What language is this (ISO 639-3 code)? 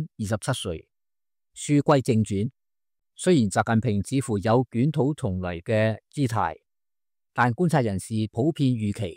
yue